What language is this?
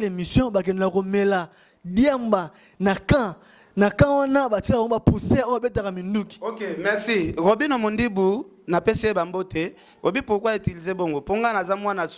Lingala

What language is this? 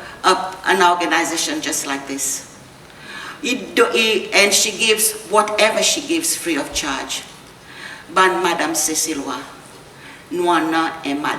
Seselwa Creole French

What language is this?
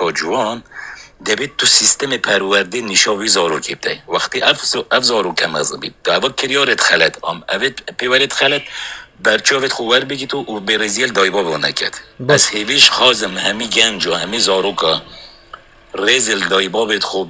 Kurdish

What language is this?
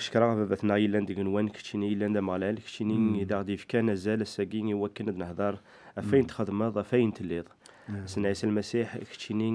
Kabyle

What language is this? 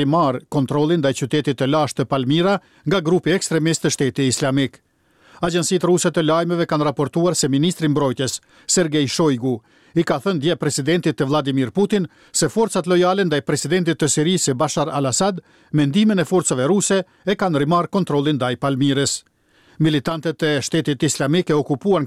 Albanian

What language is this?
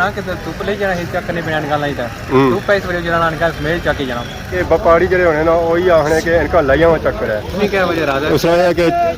Pahari-Potwari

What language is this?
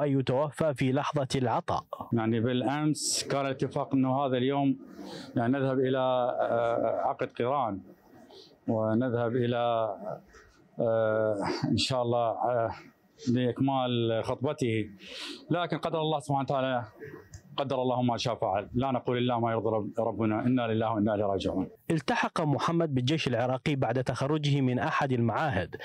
Mesopotamian Arabic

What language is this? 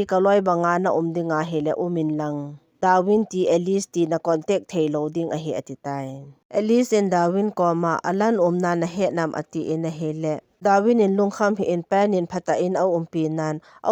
Thado Chin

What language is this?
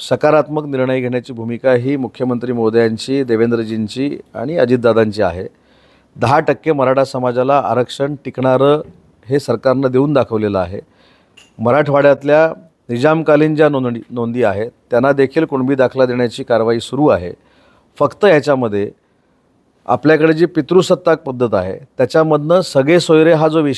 Marathi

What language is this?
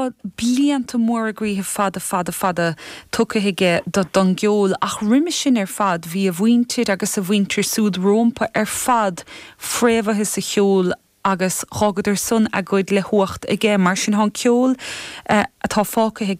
Irish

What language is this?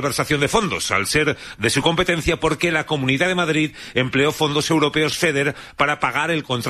Spanish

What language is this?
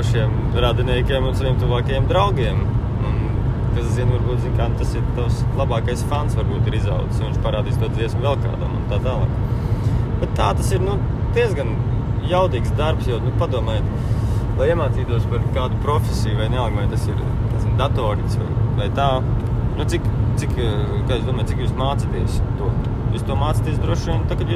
Latvian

